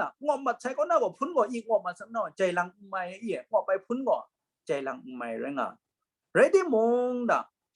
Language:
Kachin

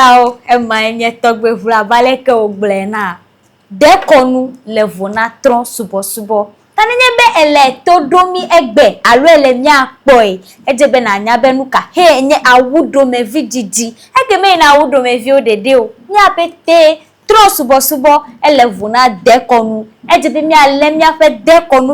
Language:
Ewe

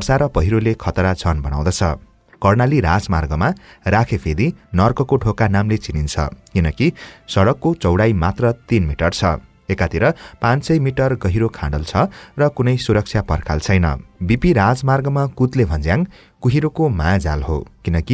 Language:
Nepali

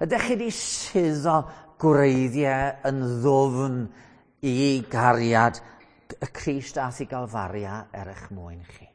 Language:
Welsh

